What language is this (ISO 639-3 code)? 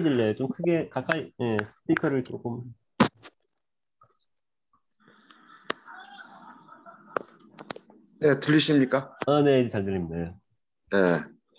kor